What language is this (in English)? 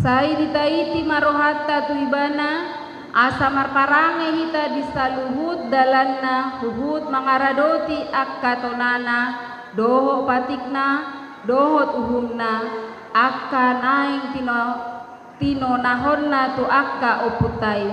Batak Toba